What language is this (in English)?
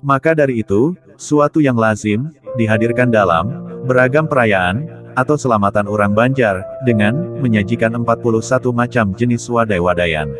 Banjar